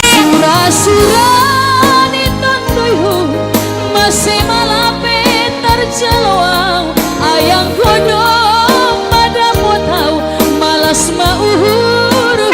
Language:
Batak Simalungun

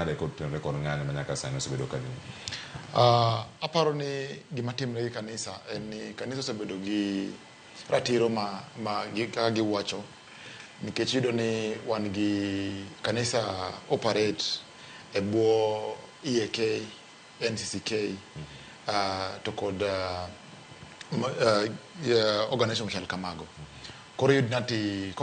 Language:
Luo (Kenya and Tanzania)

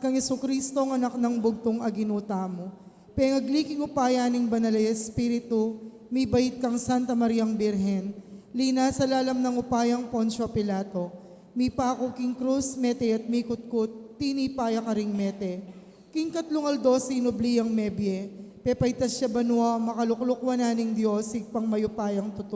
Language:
Pampanga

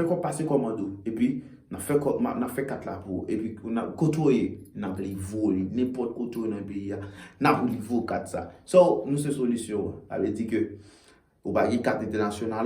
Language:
Haitian Creole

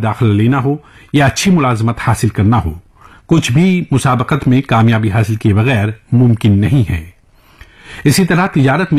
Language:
Urdu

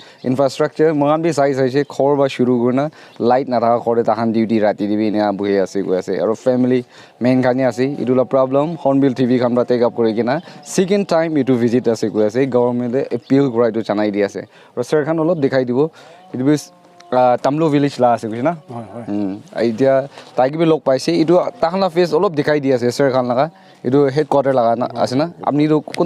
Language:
Naga Pidgin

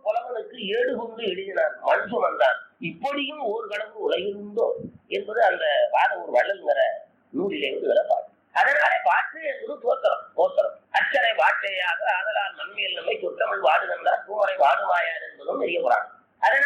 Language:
Tamil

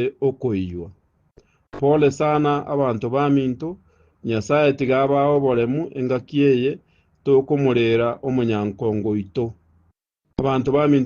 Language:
Gusii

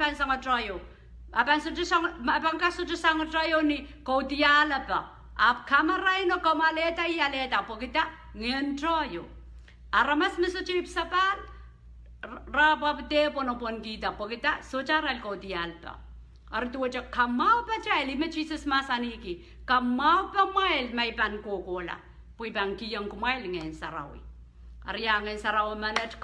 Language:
Pohnpeian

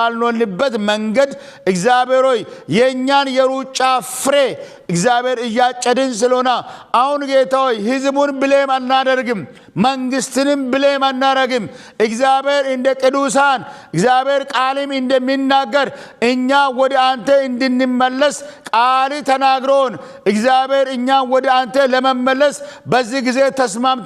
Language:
Amharic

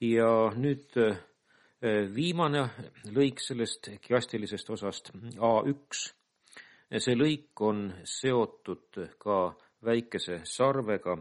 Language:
Estonian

